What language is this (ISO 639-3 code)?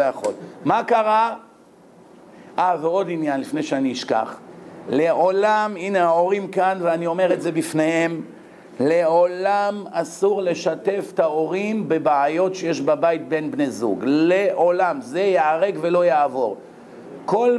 heb